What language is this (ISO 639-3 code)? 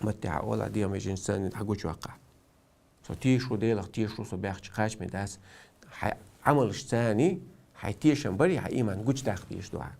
che